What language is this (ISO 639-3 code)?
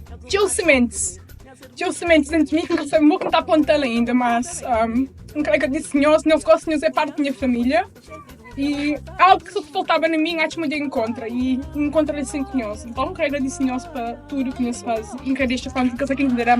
kea